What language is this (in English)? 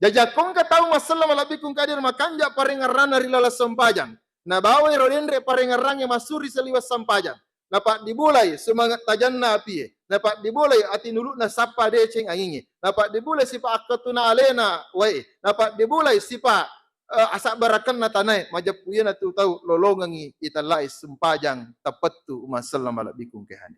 Buginese